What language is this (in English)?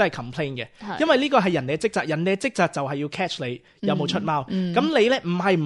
Cantonese